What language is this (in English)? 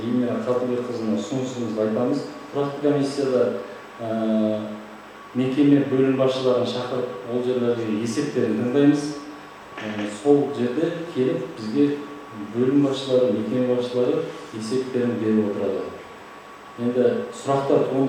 Kazakh